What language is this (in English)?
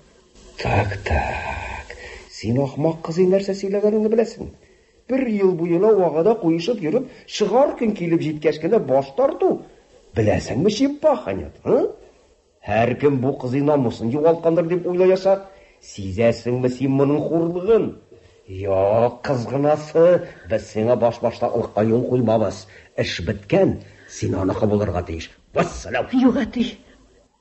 Tatar